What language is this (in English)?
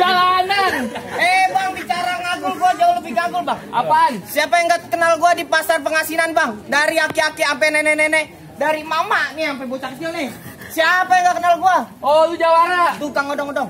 Betawi